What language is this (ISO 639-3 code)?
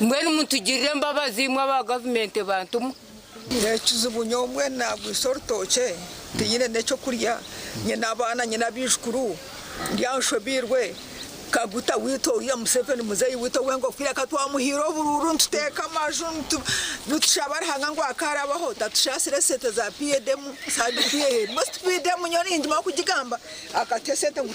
nyn